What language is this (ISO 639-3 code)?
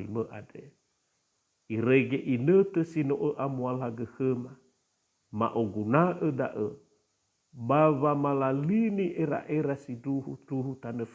nia